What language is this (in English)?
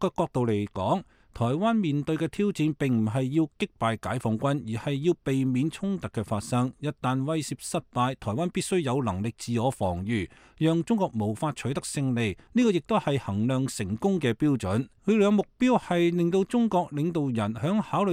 Cantonese